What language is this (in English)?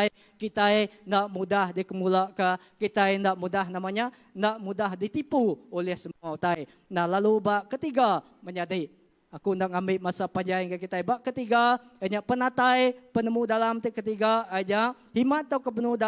Iban